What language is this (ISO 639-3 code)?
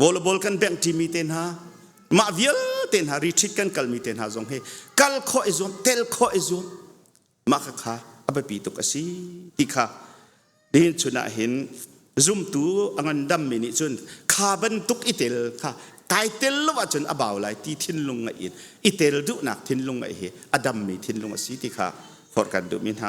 cnh